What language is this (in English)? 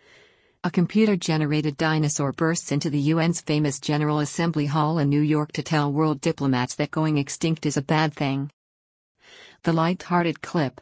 English